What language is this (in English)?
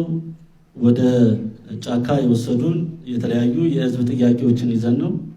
Amharic